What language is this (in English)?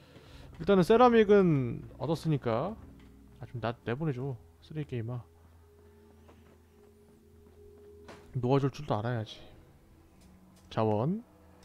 Korean